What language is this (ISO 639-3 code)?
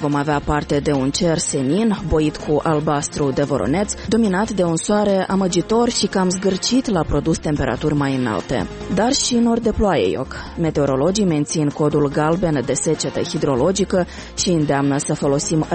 ron